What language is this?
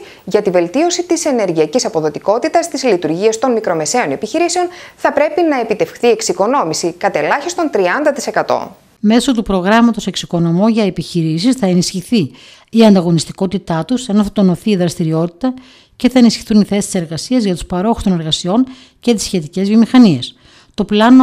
Greek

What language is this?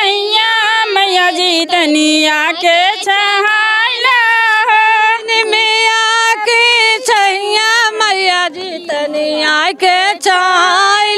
Bhojpuri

